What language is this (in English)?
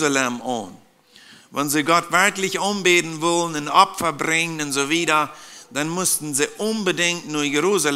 Plautdietsch